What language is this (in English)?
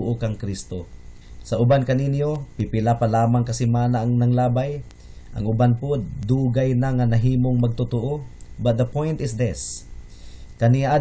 Cebuano